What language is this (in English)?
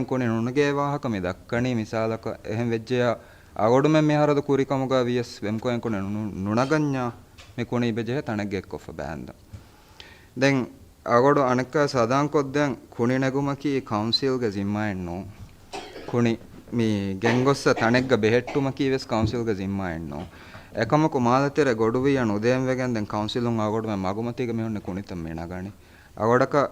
Divehi